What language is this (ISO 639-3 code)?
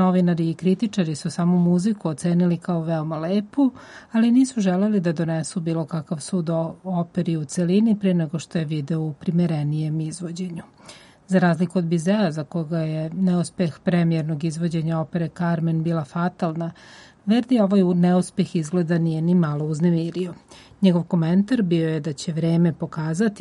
srp